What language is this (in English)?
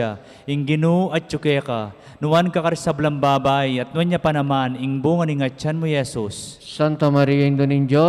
Pampanga